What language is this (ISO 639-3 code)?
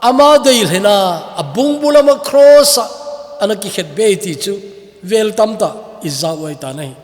tcz